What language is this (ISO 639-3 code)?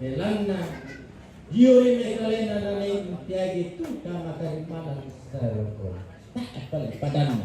sda